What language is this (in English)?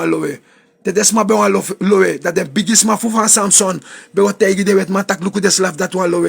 Sranan Tongo